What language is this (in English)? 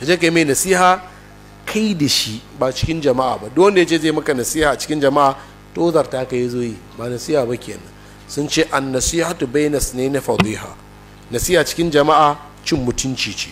Hausa